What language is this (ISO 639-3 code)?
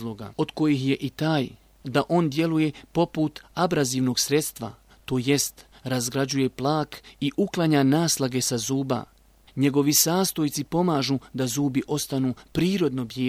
bos